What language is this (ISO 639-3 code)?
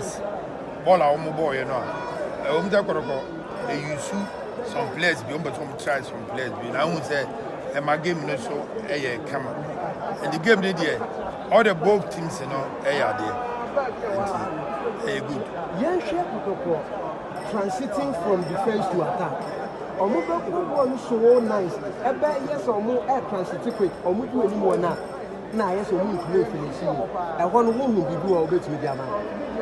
aka